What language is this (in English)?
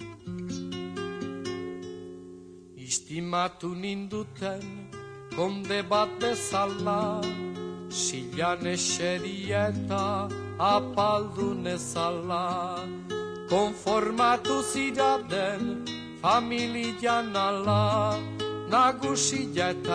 Basque